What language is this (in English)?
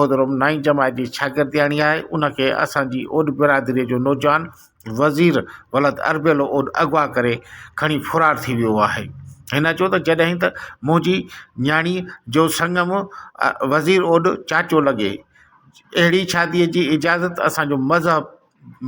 Sindhi